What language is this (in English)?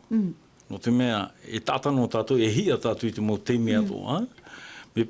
Tahitian